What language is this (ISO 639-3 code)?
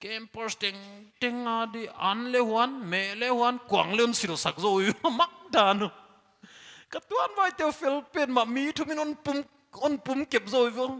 pck